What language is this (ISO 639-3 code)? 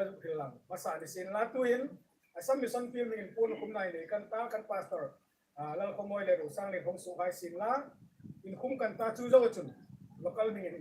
hmr